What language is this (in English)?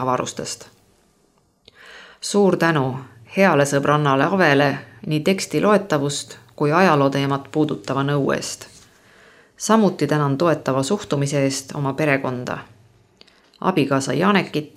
Estonian